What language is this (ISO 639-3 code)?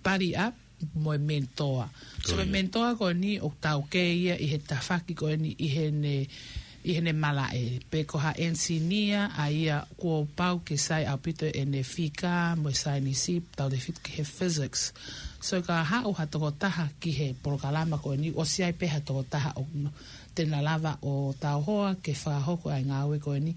ton